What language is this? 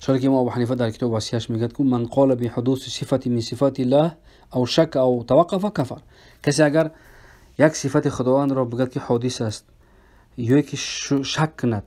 Tajik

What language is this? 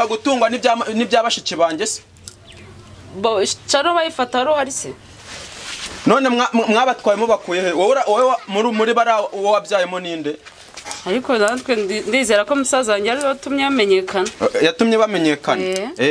Kinyarwanda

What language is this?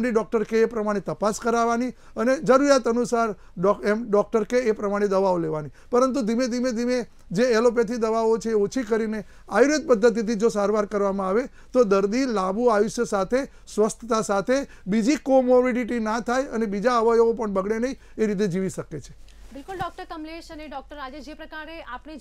Gujarati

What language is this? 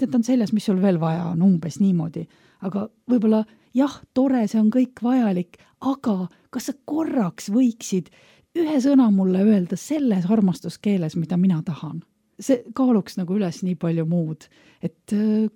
Estonian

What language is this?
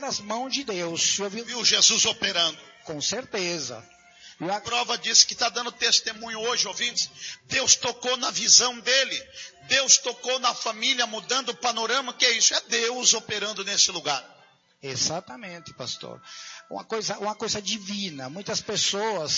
Portuguese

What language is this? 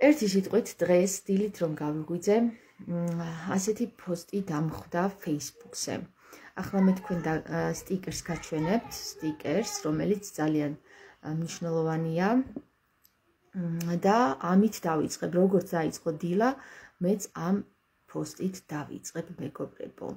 Georgian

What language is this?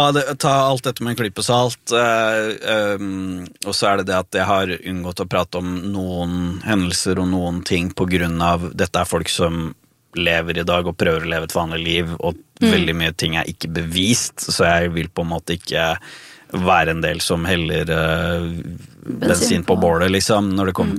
Norwegian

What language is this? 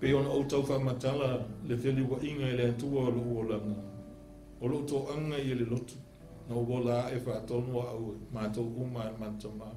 Samoan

